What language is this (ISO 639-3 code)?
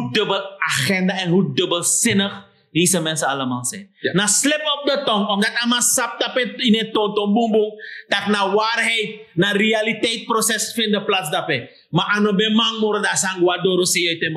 srn